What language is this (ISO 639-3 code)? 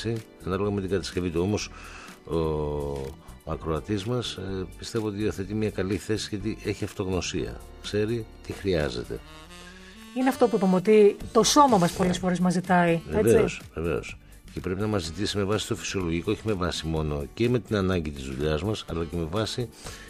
ell